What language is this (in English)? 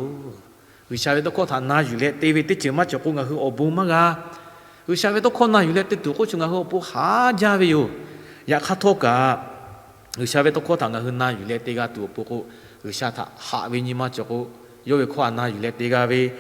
Lahu